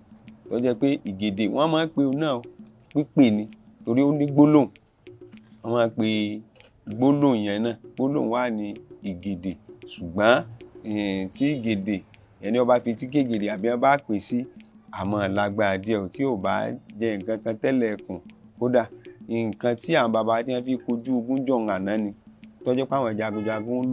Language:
Yoruba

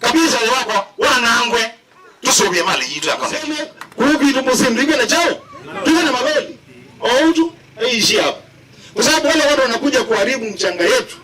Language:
Kamba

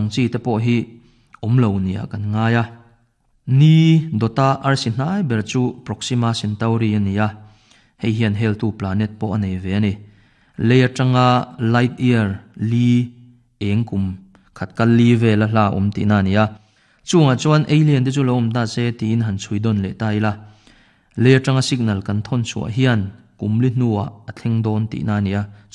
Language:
Mizo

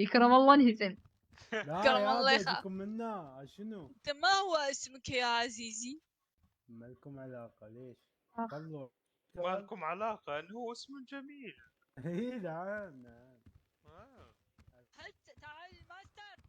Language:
Mesopotamian Arabic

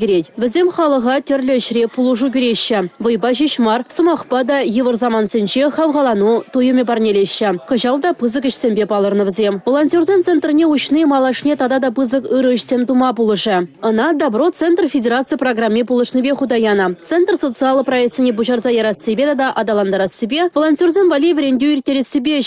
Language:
Chuvash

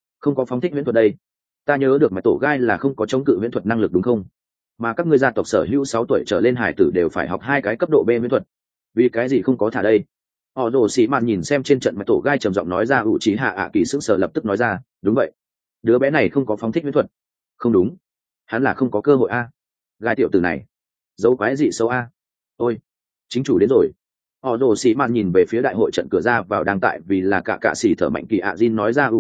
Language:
Vietnamese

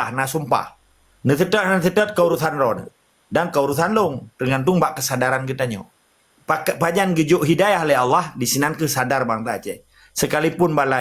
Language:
Achinese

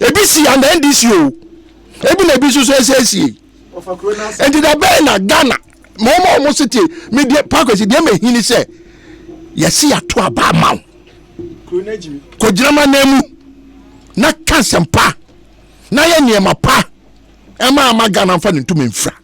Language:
Akan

